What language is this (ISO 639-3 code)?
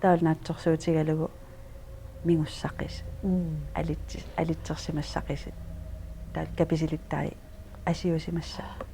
kal